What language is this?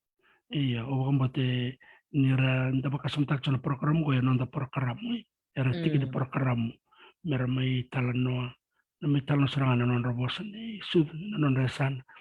Fijian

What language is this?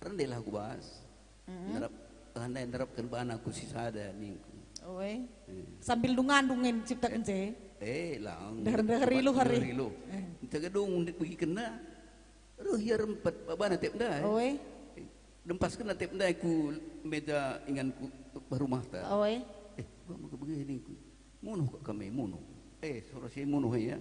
Batak Karo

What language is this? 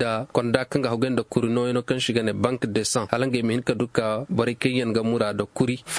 Koyraboro Senni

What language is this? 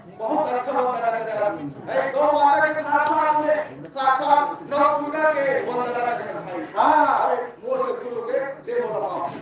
Chhattisgarhi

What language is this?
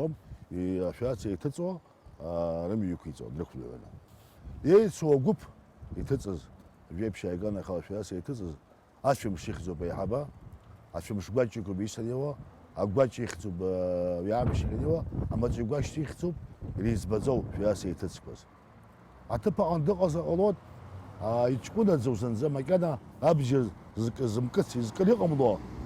Abkhazian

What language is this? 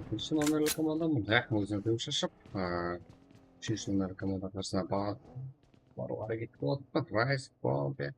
Kara-Kalpak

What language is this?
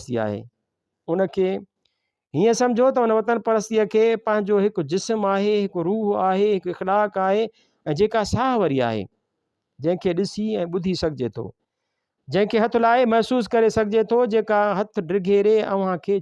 Sindhi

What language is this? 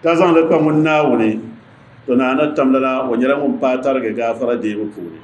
Dagbani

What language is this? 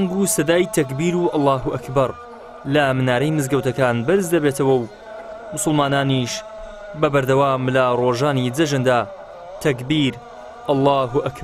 Central Kurdish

